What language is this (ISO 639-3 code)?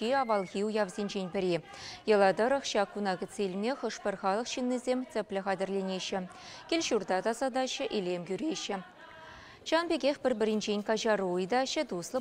chv